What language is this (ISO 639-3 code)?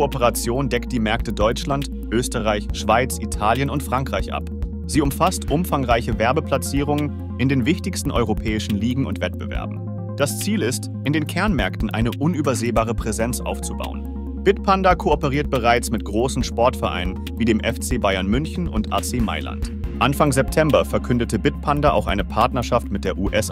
deu